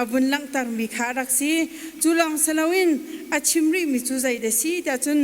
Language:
Hakha Chin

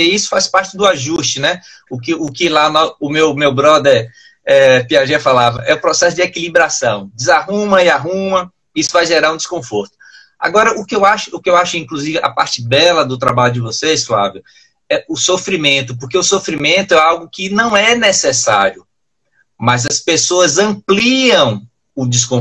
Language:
Portuguese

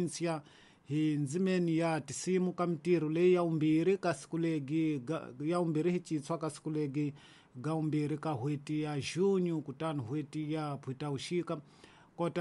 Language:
Tsonga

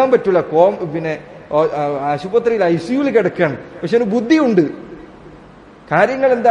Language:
Malayalam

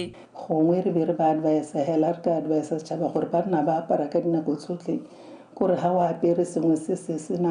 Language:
Tswana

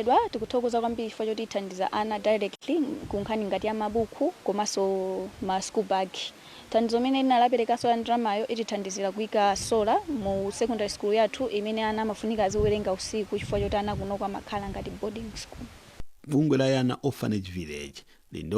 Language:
Nyanja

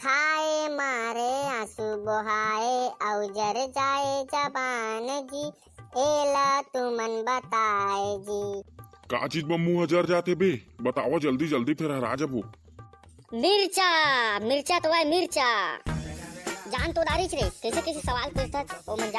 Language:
Chhattisgarhi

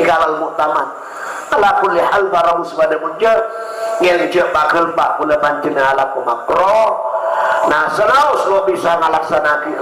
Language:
Madurese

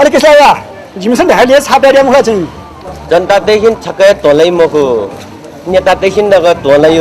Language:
Newari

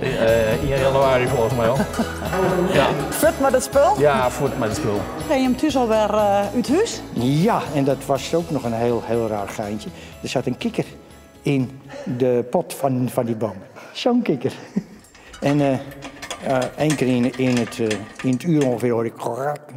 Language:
Western Frisian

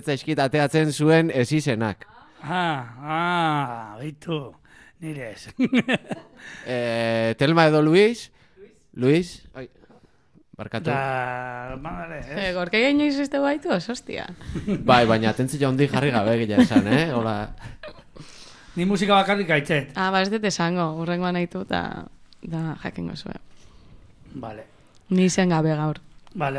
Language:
Basque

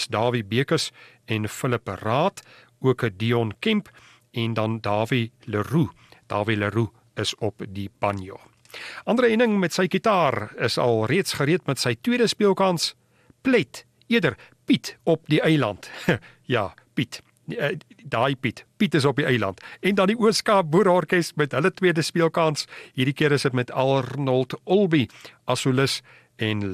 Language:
Afrikaans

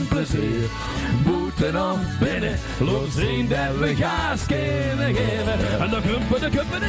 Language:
Limburgish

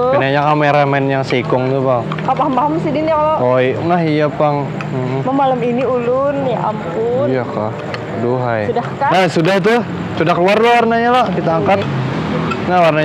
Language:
Banjar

